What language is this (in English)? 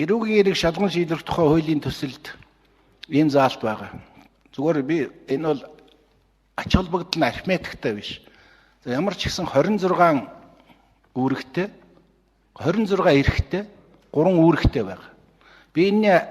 Mongolian